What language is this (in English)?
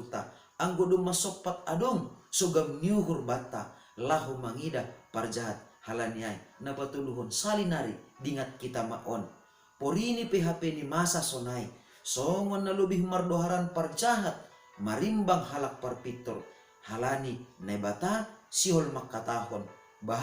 Batak Simalungun